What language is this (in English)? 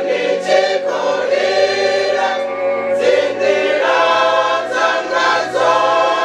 Venda